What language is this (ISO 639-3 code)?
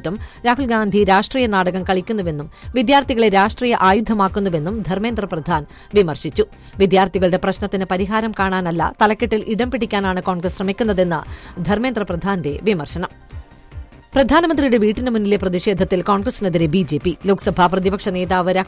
mal